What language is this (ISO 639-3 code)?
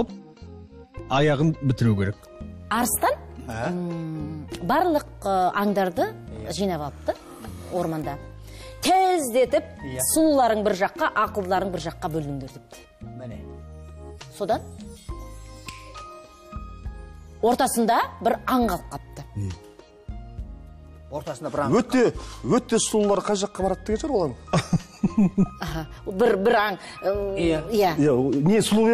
kaz